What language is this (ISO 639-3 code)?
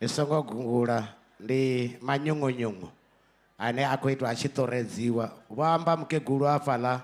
ven